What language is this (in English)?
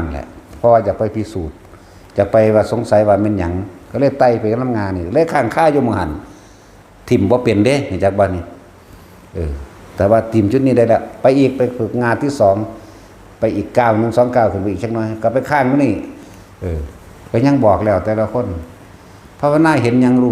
Northeastern Thai